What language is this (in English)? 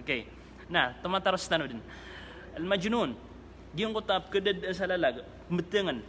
Maranao